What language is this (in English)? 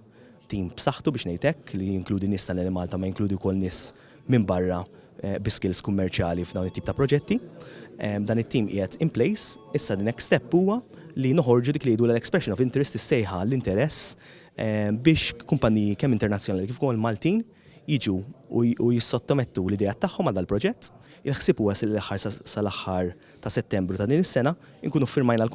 Maltese